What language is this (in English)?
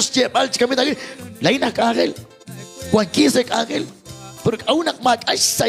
Kekchí